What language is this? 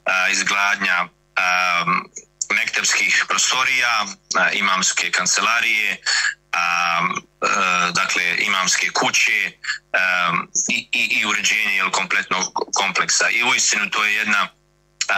Bosnian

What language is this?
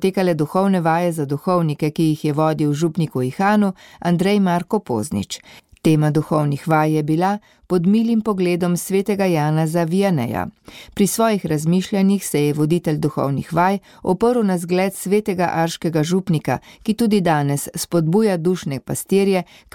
Slovenian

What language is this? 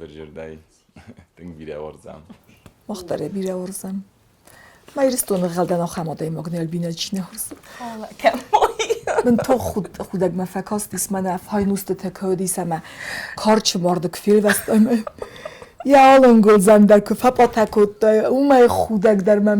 Ossetic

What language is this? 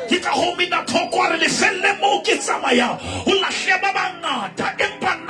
Southern Sotho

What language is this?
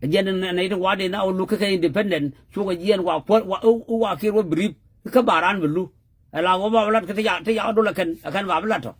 Nuer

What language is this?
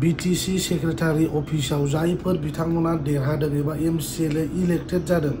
Bodo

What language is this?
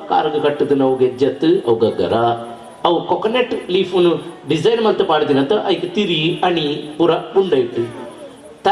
Tulu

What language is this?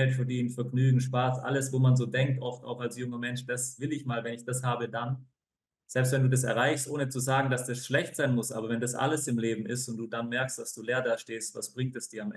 Swiss German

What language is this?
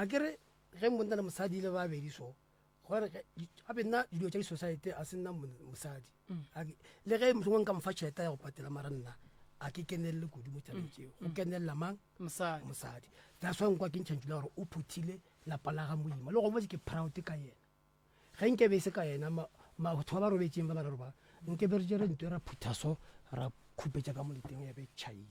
Northern Sotho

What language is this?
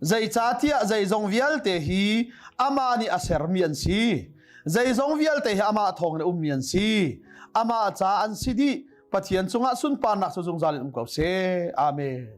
Hakha Chin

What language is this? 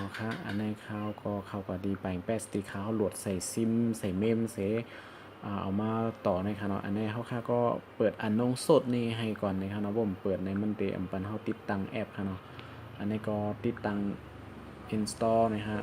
Shan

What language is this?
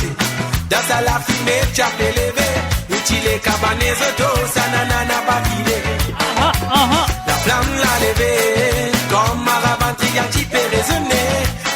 Morisyen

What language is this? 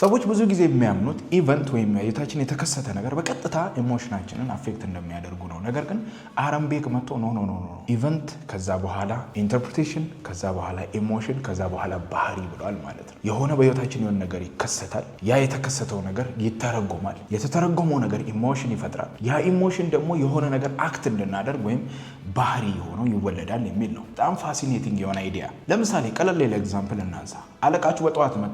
Amharic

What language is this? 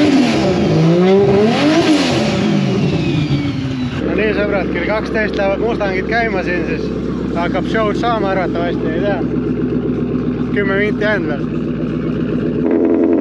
Estonian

